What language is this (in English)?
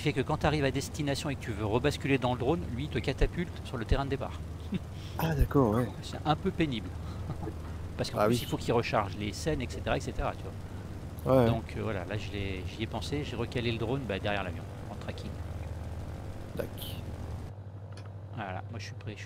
French